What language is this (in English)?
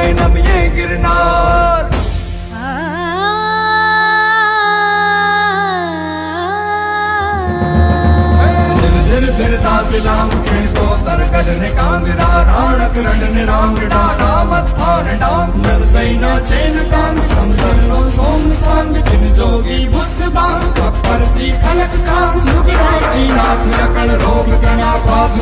Gujarati